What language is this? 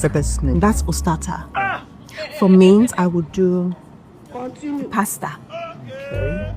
Nigerian Pidgin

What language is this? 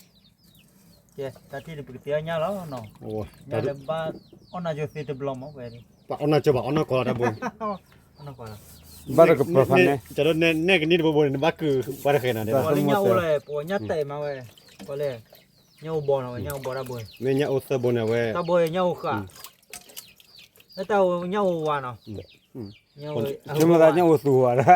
S'gaw Karen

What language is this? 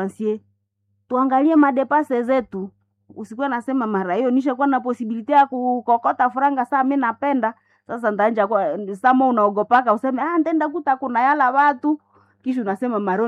Swahili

